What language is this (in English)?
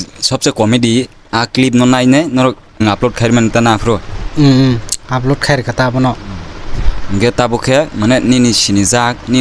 Kok Borok